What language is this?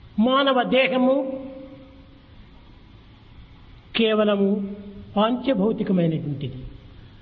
Telugu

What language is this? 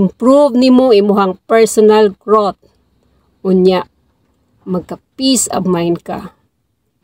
Cebuano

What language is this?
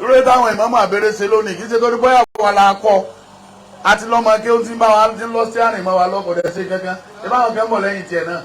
Yoruba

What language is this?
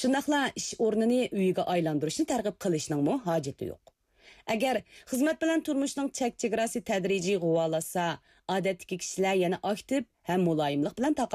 Uyghur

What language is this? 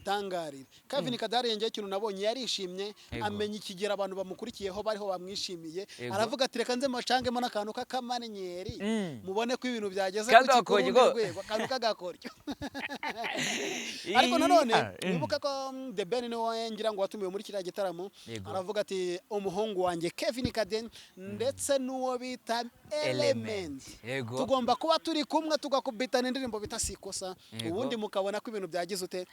Kinyarwanda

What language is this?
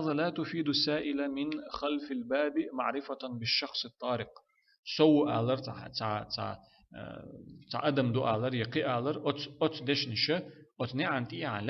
Chechen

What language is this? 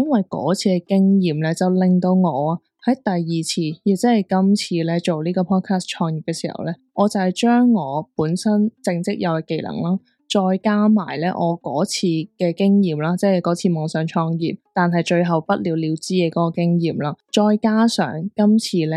Cantonese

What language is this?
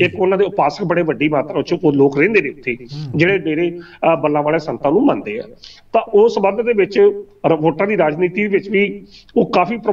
Punjabi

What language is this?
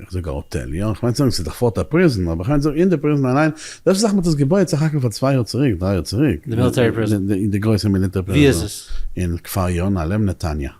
Yiddish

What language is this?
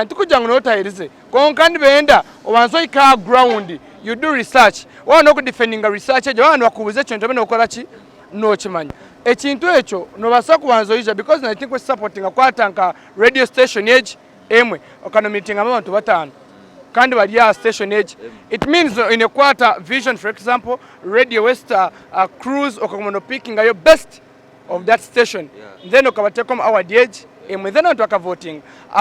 Nyankole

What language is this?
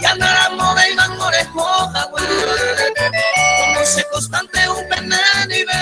Guarani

